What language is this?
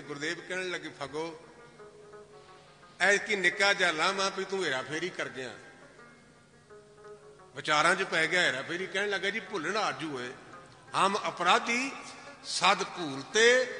Punjabi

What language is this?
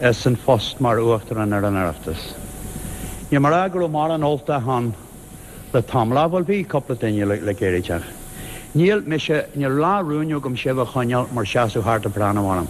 Irish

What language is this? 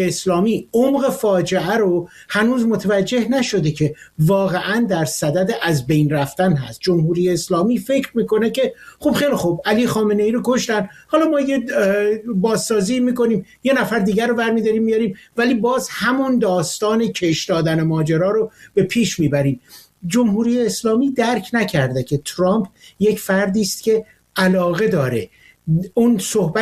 Persian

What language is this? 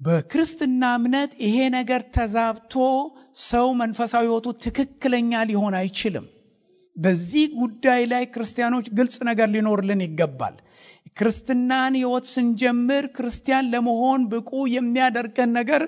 Amharic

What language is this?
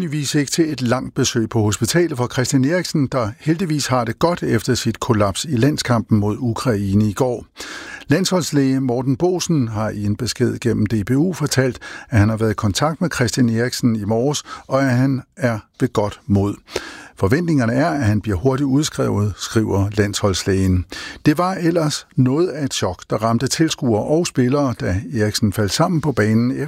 Danish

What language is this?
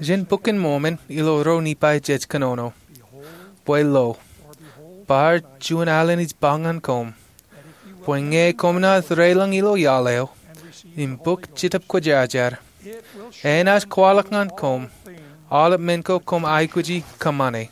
Marshallese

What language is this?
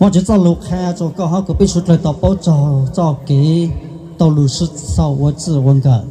Hmong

